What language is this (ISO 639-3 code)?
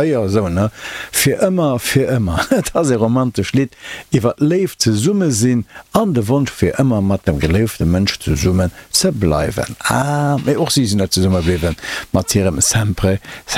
ltz